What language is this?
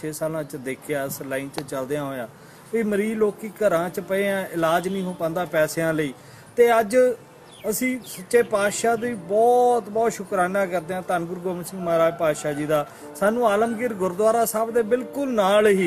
Punjabi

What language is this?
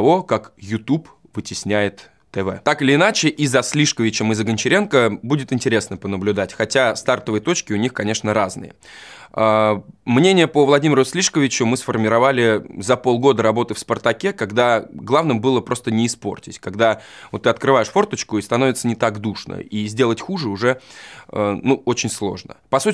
Russian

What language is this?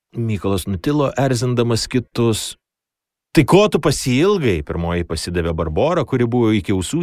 Lithuanian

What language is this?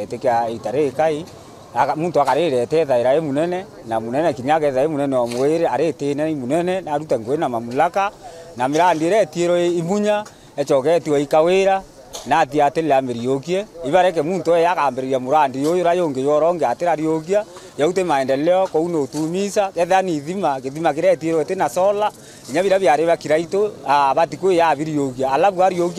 Meru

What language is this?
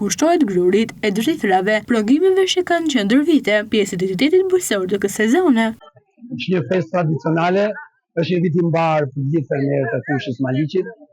Albanian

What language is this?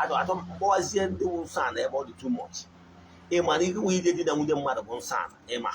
Igbo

